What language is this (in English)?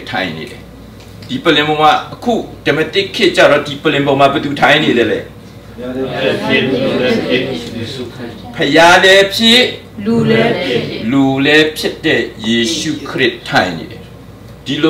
Burmese